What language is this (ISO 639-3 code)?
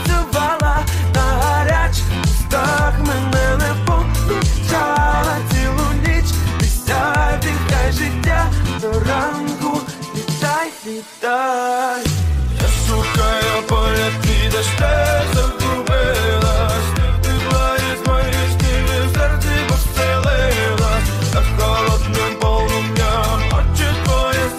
ukr